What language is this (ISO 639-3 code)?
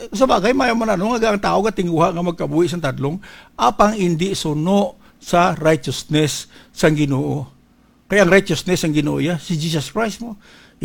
hil